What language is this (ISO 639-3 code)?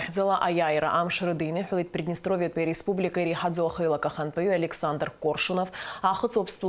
abk